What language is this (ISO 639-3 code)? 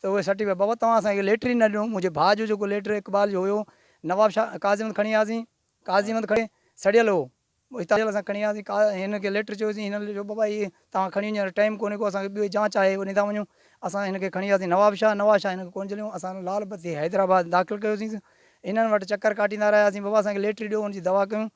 snd